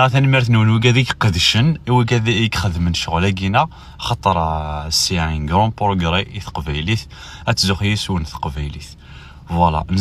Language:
Kabyle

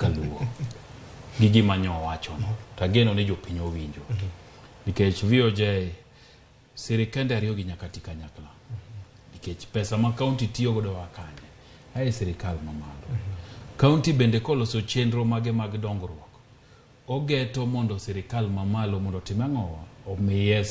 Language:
Luo (Kenya and Tanzania)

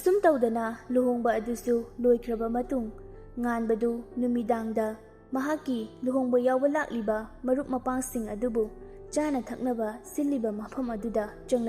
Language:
Manipuri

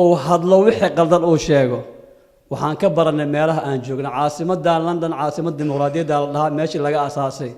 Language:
Somali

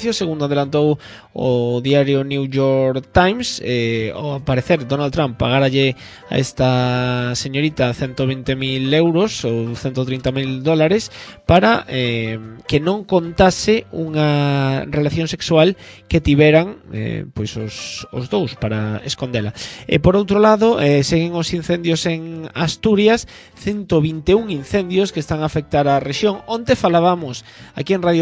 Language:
Galician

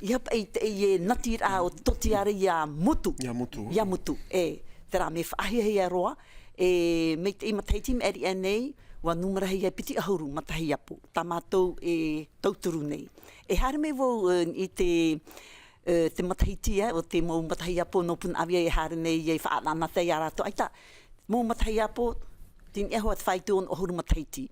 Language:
Tahitian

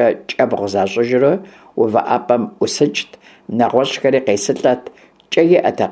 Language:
Kabardian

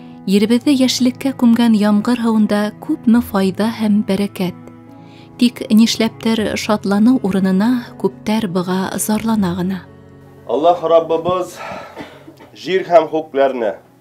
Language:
Bashkir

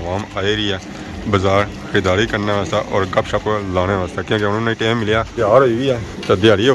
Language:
Pahari-Potwari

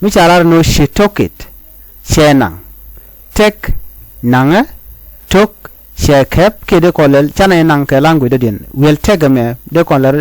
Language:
Nuer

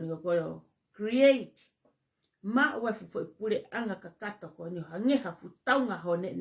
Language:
Tongan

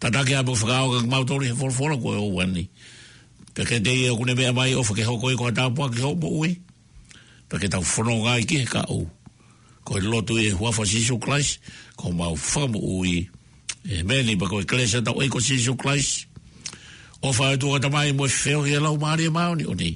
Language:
Tongan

